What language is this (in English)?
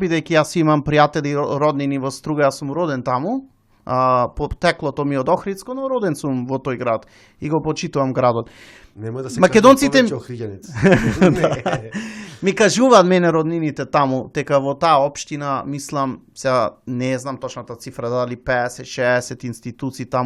Macedonian